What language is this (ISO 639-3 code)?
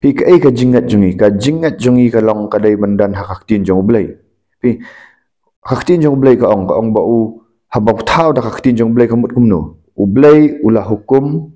kha